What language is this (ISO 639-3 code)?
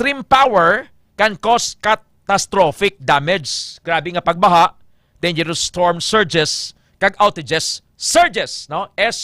hil